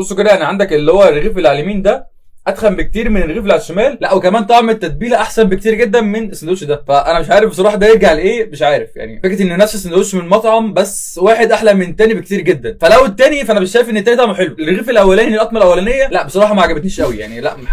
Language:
Egyptian Arabic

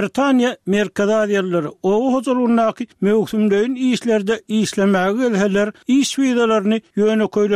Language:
Turkmen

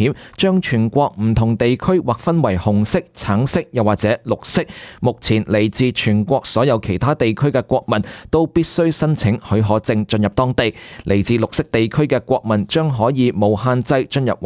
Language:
Cantonese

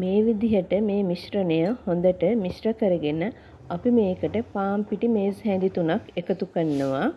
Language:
Sinhala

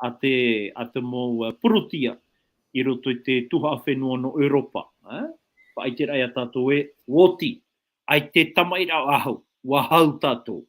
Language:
Tahitian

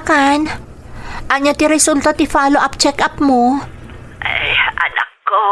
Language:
Iloko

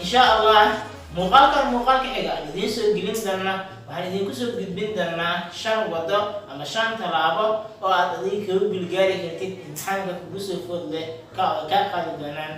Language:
Somali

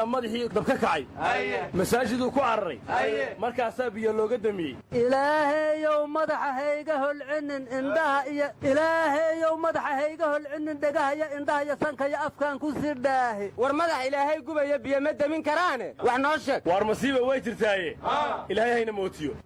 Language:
Somali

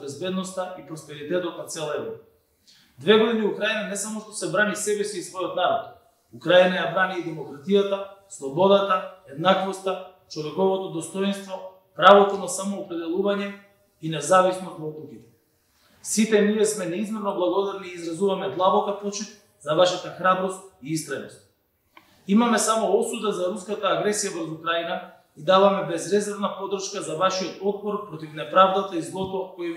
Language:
Macedonian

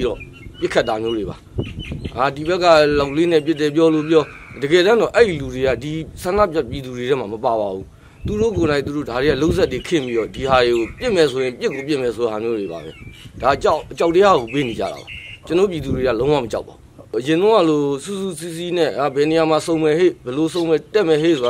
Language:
Burmese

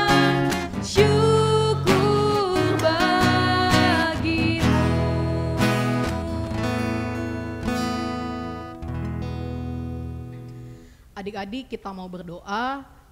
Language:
Indonesian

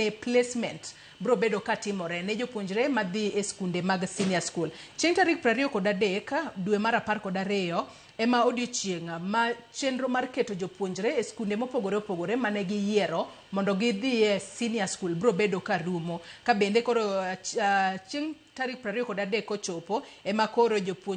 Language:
Luo (Kenya and Tanzania)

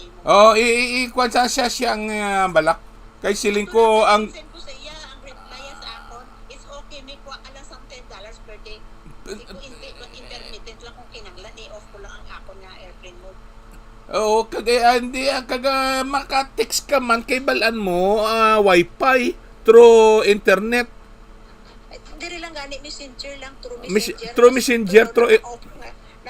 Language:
Hiligaynon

